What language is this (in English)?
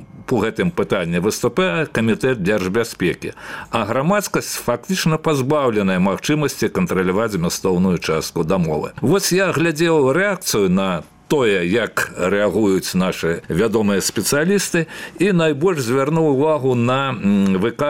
Belarusian